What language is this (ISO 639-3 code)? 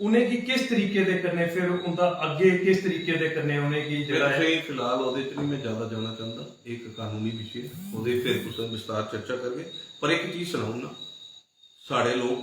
doi